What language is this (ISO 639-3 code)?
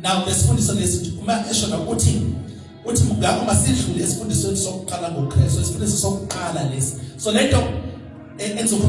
zul